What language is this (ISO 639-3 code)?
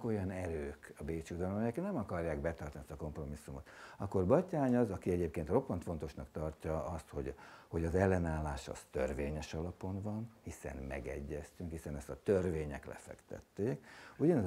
hun